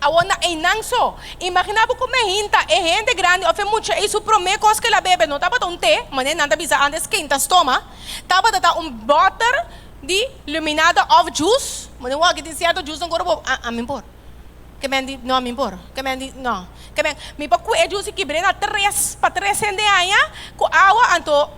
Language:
Papiamento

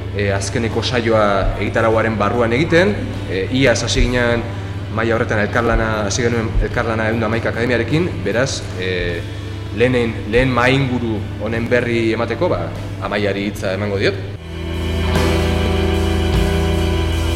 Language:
Basque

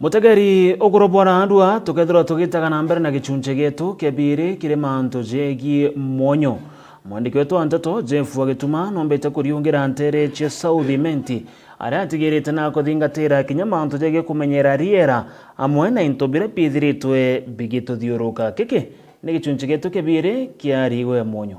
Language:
Meru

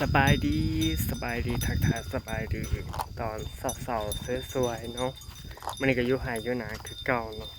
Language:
Northeastern Thai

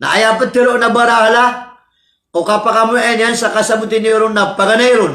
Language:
Maranao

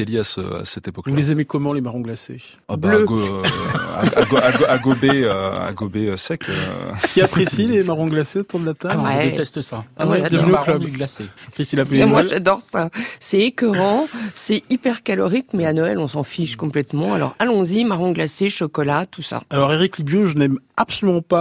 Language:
French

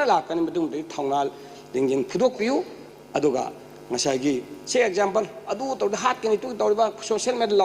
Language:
Manipuri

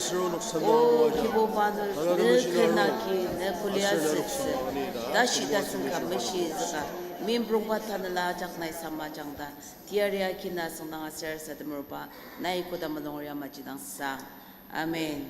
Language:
Ao Naga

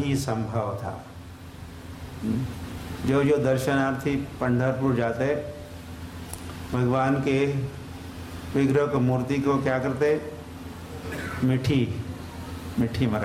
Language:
Hindi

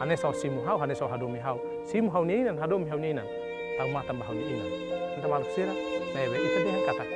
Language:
Tetum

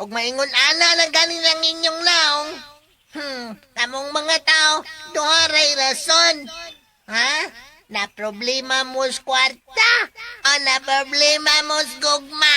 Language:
Cebuano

